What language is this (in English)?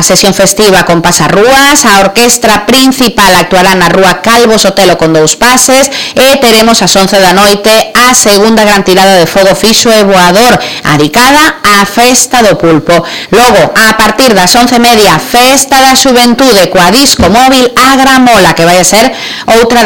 Galician